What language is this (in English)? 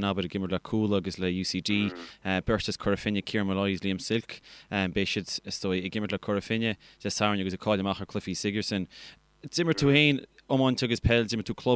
Irish